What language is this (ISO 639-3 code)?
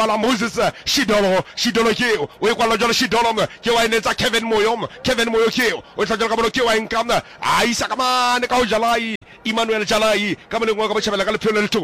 sot